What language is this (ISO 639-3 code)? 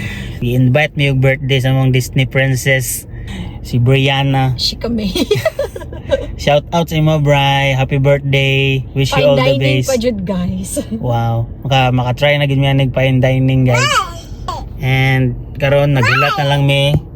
ceb